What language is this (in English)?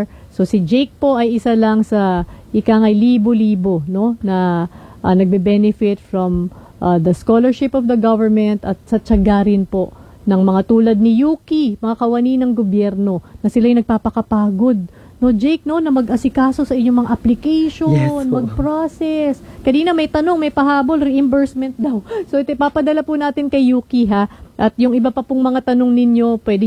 Filipino